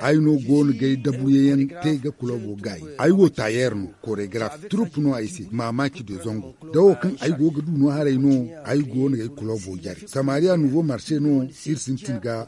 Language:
Zarma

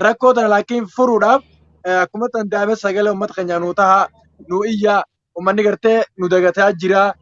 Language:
Oromo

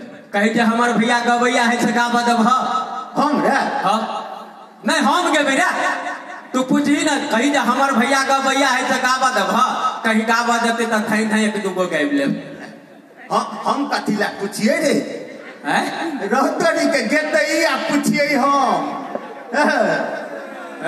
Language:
Maithili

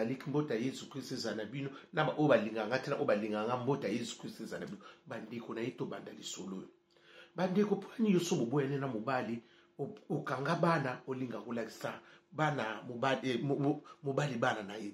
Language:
Lingala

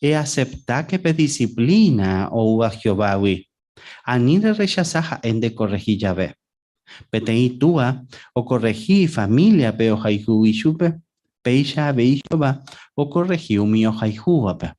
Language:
Guarani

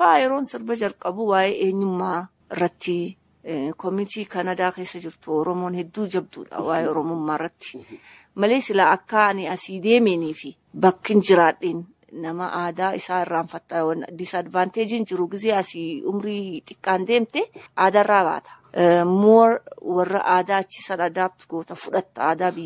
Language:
Oromo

